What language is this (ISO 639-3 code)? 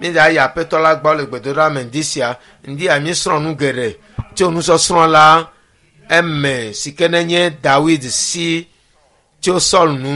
ewe